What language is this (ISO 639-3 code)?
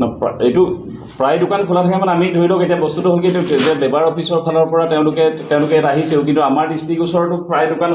asm